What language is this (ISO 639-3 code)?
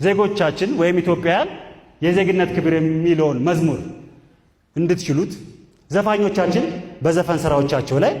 amh